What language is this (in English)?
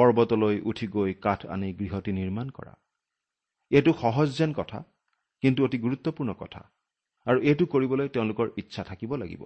Assamese